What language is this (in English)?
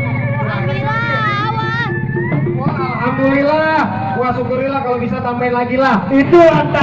Betawi